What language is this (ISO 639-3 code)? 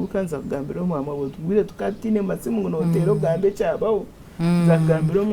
nyn